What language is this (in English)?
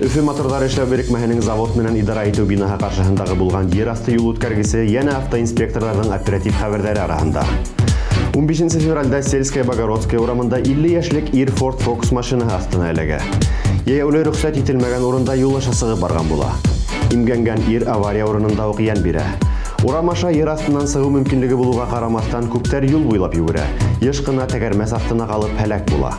Bashkir